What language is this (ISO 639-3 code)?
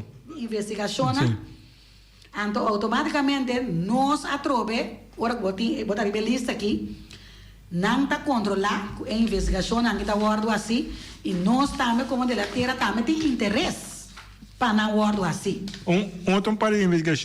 pap